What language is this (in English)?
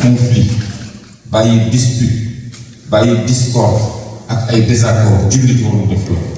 Wolof